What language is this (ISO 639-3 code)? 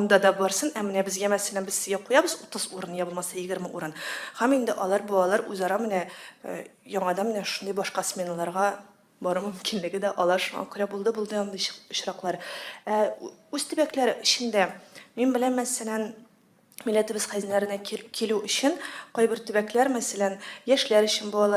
tat